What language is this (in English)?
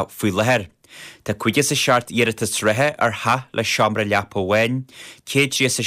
Irish